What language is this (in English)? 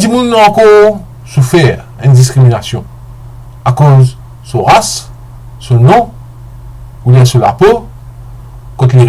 Morisyen